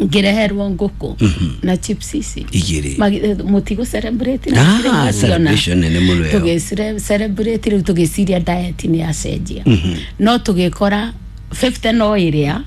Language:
Kikuyu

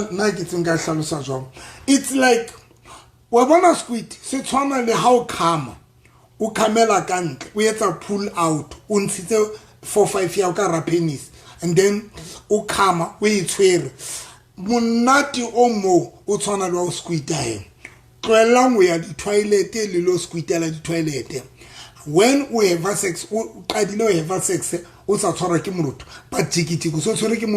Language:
Southern Sotho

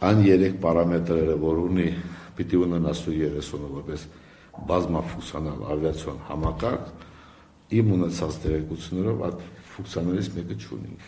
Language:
Armenian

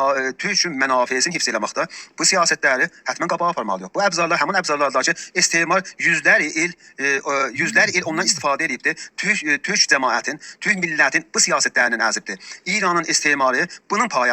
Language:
South Azerbaijani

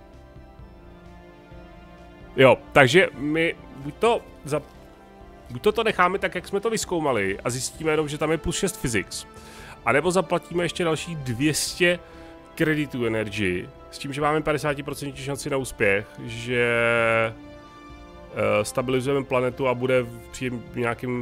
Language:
Czech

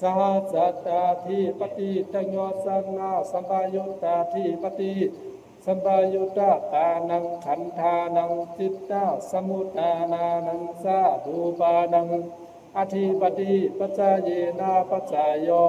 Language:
Pali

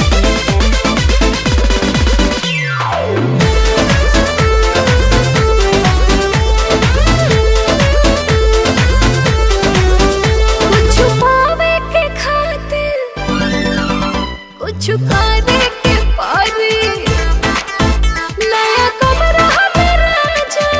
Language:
Bhojpuri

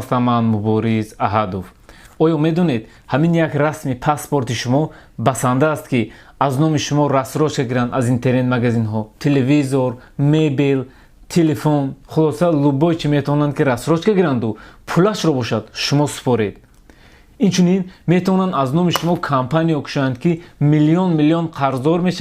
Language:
Tajik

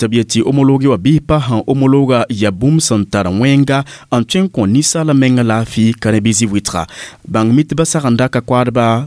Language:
Mossi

